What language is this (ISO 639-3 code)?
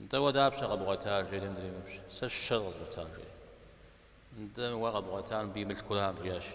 kbd